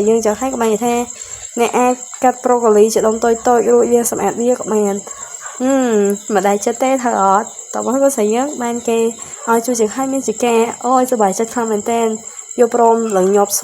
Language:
Khmer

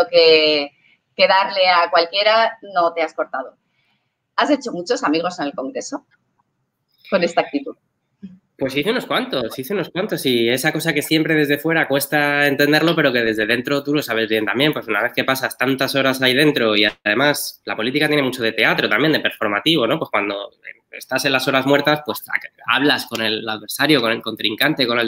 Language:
Spanish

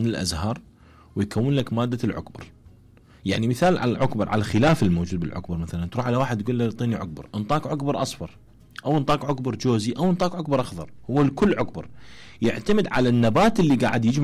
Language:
Mesopotamian Arabic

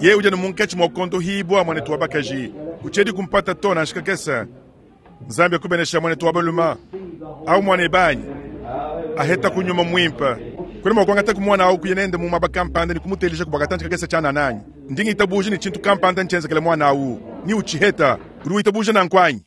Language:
Luba-Lulua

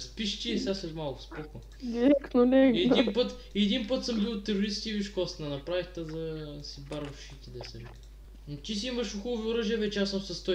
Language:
Bulgarian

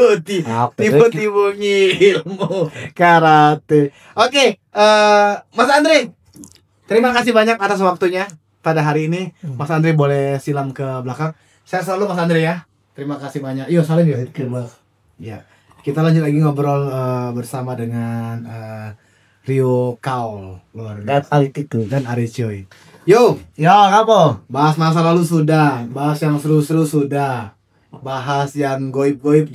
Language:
Musi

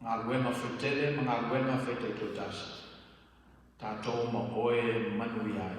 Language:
Samoan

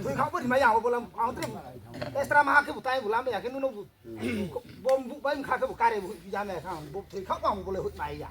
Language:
Riang (India)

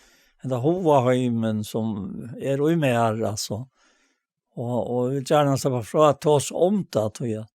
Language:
Faroese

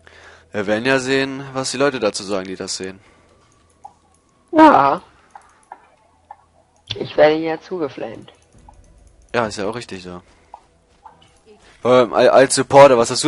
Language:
German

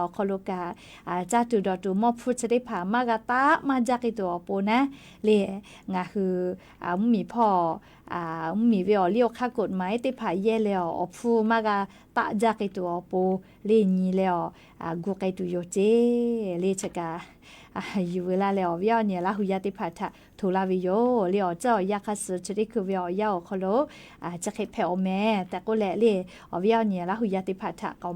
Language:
Lahu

